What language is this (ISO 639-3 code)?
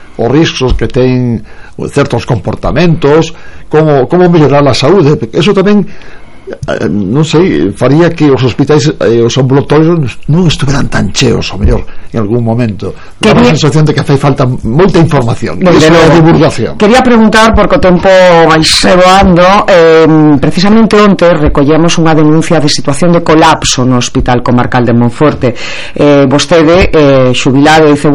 glg